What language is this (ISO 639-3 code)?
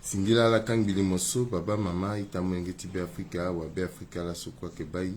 sag